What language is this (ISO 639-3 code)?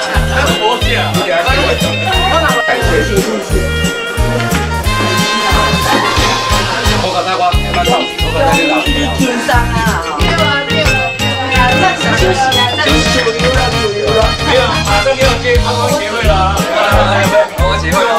zho